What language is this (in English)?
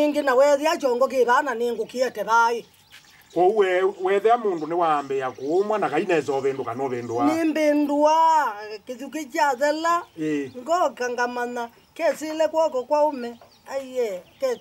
Kamba